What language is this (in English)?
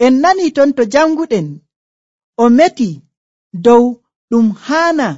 Nigerian Fulfulde